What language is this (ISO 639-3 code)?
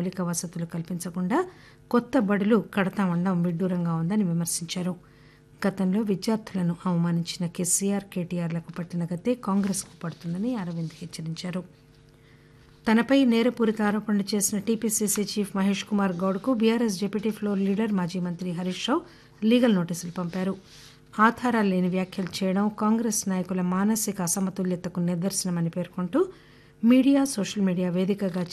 tel